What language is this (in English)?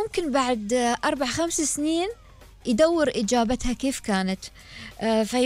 Gulf Arabic